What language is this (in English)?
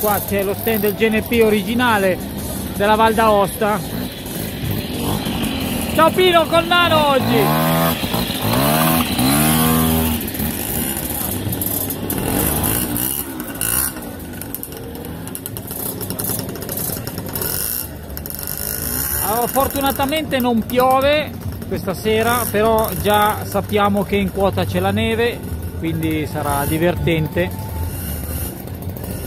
Italian